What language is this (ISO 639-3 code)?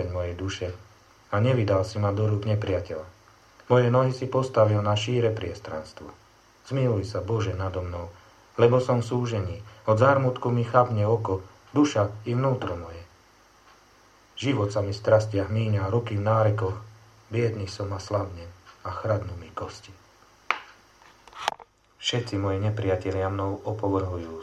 slk